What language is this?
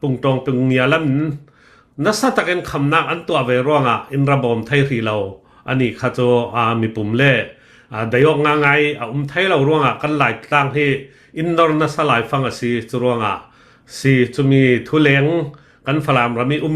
Hakha Chin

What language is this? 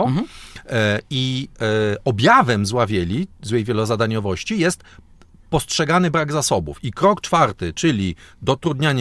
Polish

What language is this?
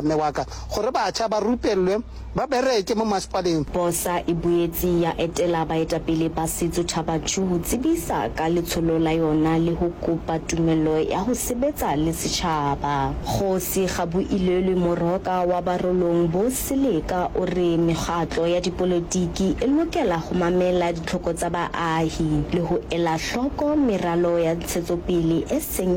Northern Sotho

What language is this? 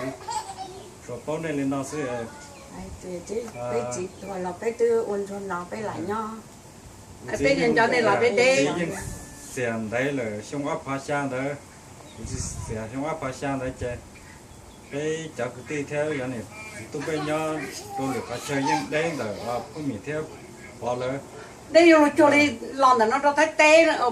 Hmong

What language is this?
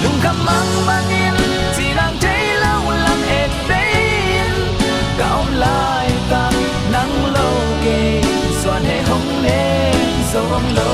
Tedim Chin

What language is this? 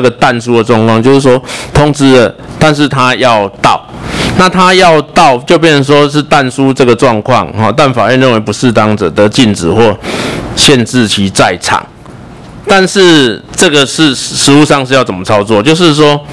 Chinese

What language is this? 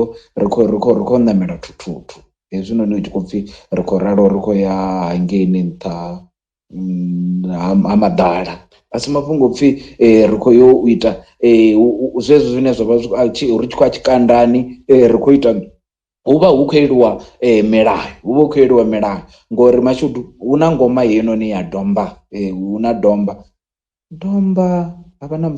Venda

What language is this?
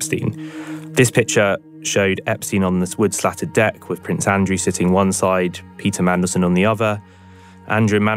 English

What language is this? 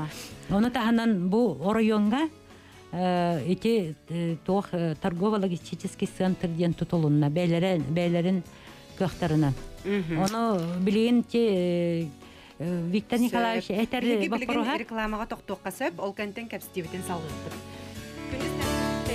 Yakut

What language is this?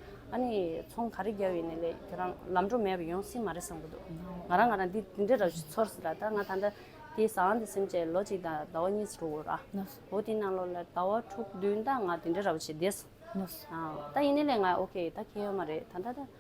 Tibetan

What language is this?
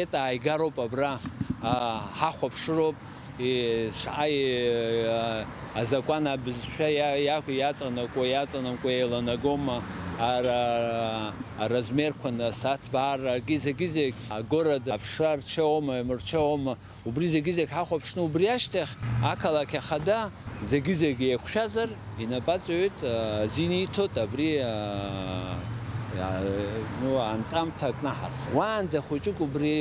Abkhazian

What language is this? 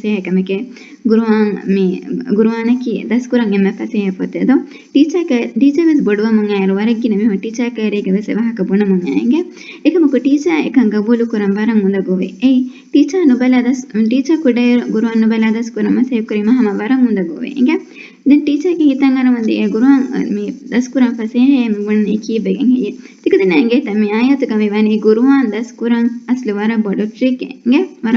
Divehi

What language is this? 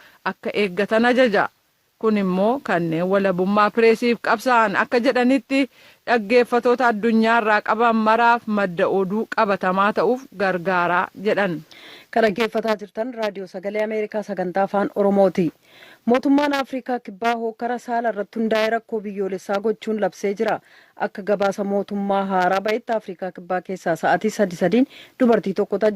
Oromo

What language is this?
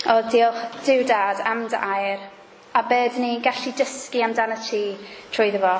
Welsh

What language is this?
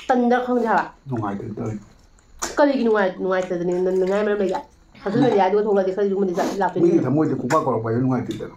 Manipuri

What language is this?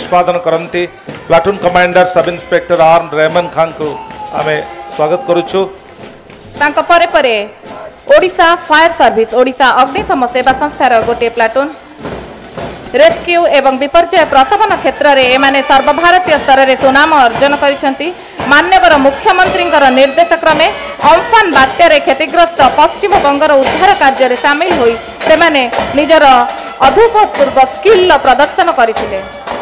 Odia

